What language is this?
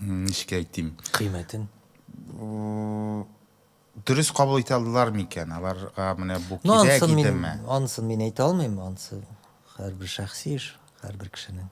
Tatar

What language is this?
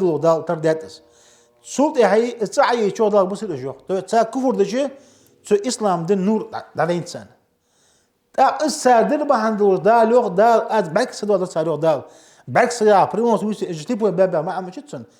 Ingush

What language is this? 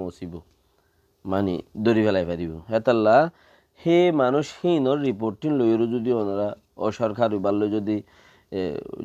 Rohingya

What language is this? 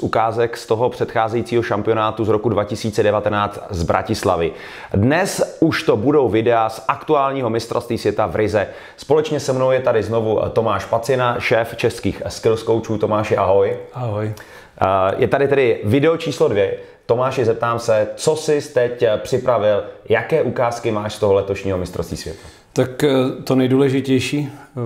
Czech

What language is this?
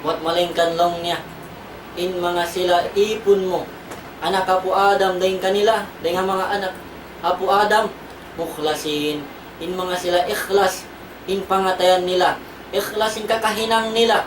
Tausug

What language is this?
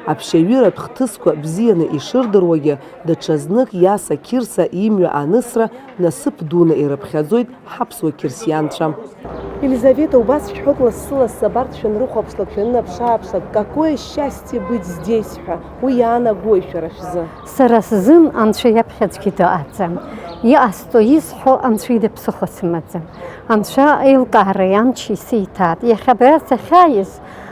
Abkhazian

